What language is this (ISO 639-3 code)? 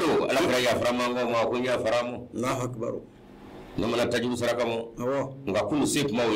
bam